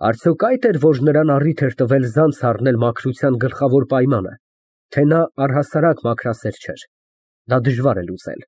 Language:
Armenian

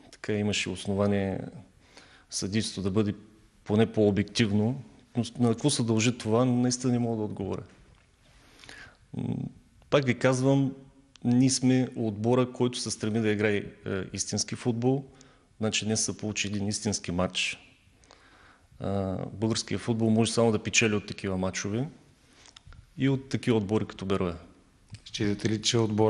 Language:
Bulgarian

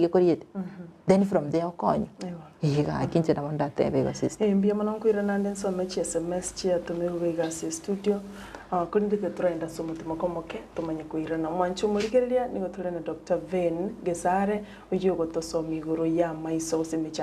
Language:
Gusii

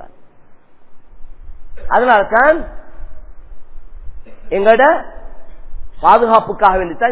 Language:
Tamil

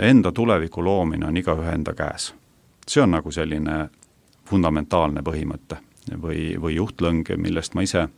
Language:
Estonian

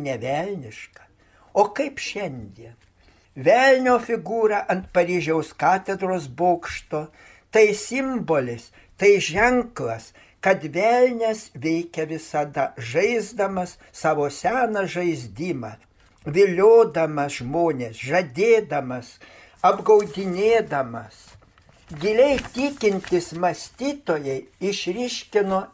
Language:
Lithuanian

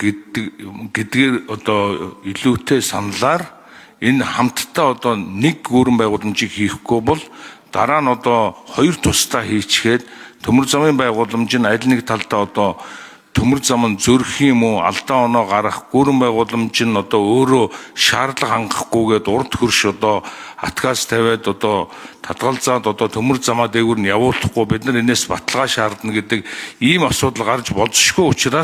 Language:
Mongolian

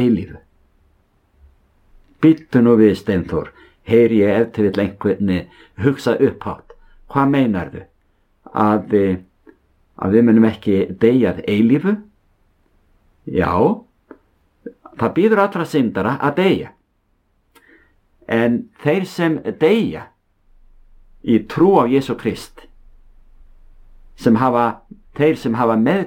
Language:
Icelandic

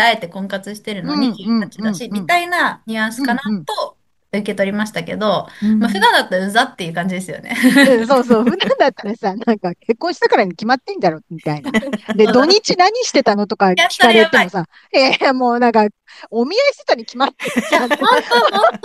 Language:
Japanese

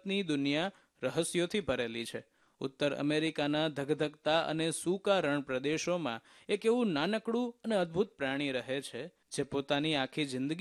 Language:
Gujarati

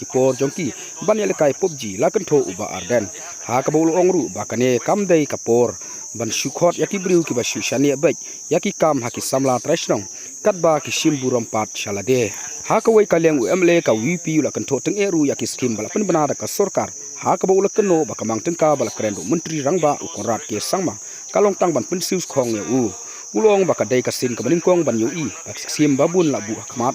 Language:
Khasi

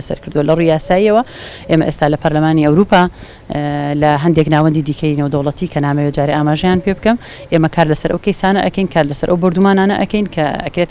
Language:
Central Kurdish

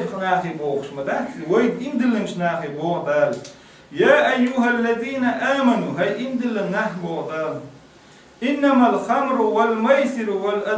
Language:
Chechen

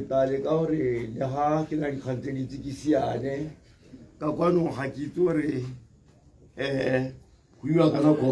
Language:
Tswana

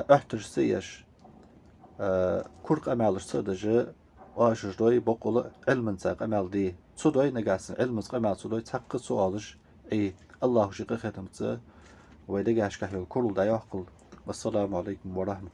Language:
Ingush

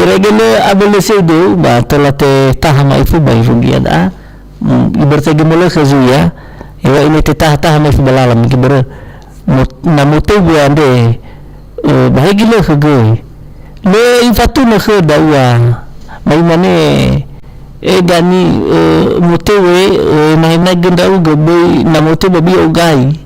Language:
Nias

